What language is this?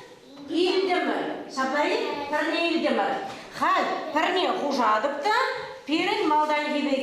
Chuvash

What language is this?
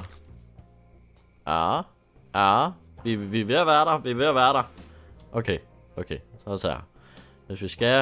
Danish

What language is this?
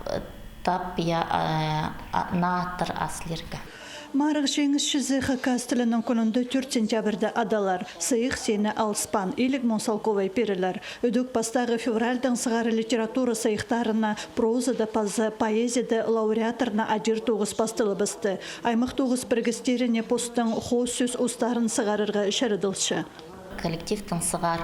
Khakas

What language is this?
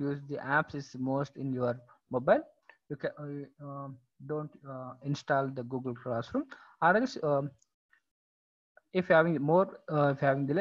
English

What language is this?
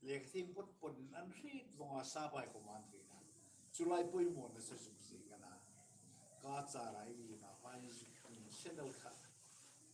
Hmar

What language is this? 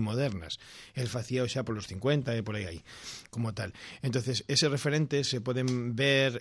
Galician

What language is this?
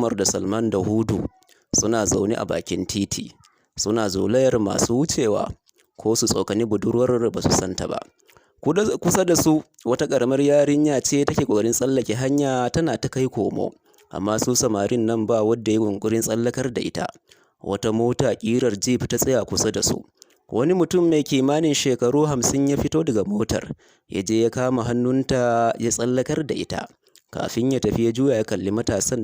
Hausa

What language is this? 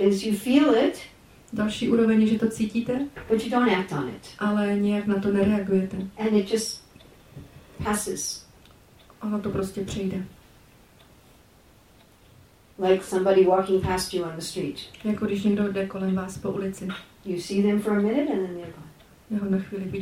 Czech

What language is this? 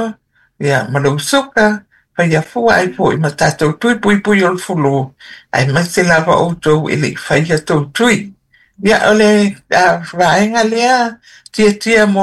Samoan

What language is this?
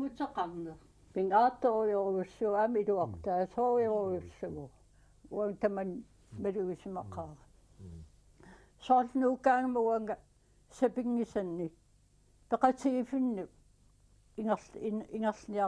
Kalaallisut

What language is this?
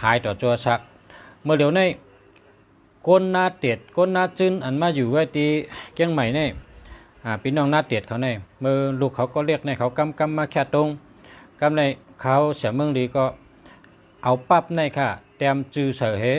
Shan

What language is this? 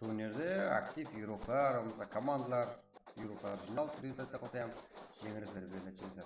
Kara-Kalpak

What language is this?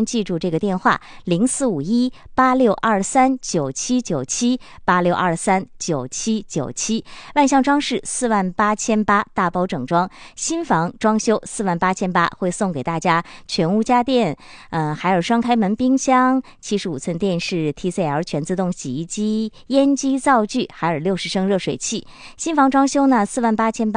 Chinese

